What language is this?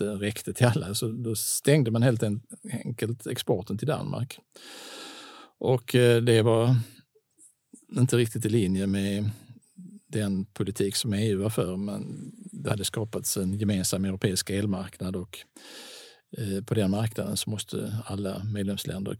Swedish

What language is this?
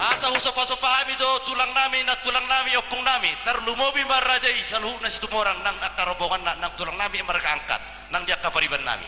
Batak Toba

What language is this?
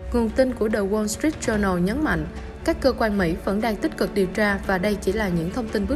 Vietnamese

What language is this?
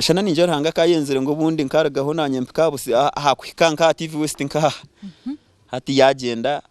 Nyankole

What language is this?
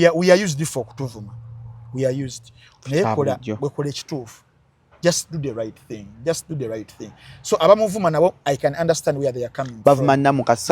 Ganda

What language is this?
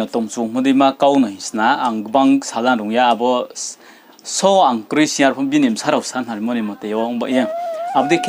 Riang (India)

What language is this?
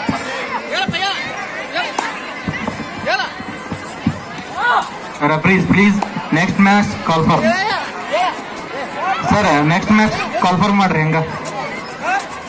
Kannada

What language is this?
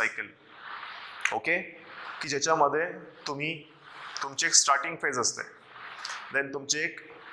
Marathi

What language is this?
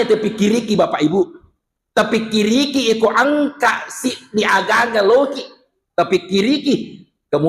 Buginese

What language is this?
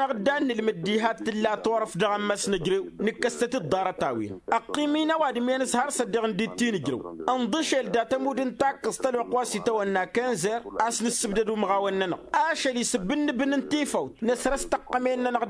Tamasheq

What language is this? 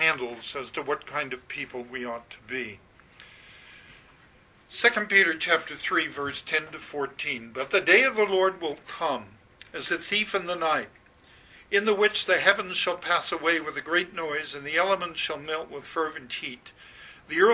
English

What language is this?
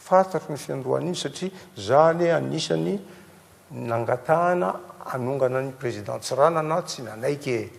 Malagasy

